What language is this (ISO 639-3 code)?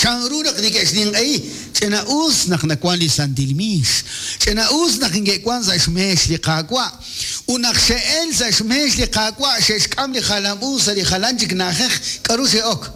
kek